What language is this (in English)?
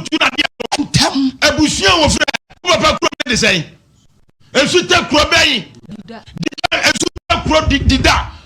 Akan